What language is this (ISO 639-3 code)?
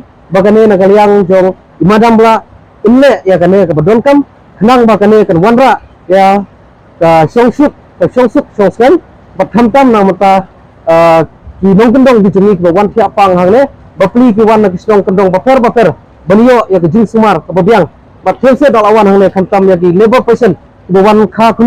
kha